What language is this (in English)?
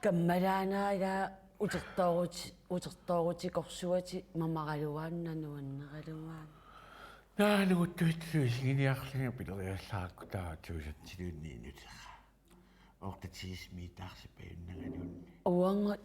Kalaallisut